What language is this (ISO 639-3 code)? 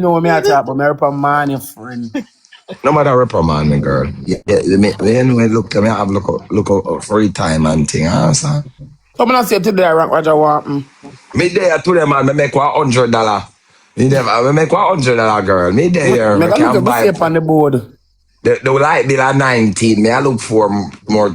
jam